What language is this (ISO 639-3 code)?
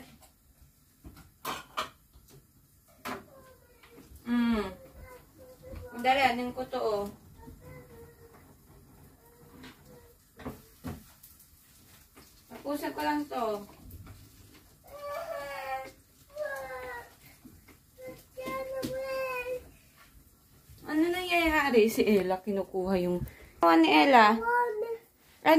fil